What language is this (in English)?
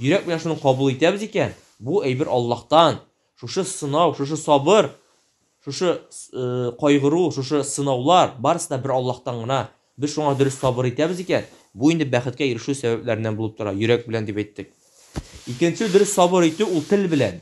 Tatar